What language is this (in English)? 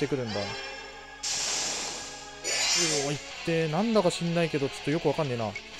Japanese